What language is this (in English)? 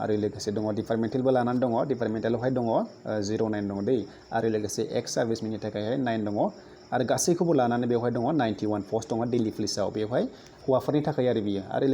Bodo